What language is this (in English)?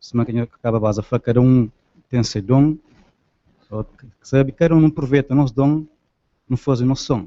Kabuverdianu